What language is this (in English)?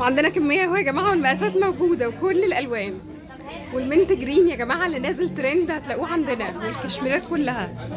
Egyptian Arabic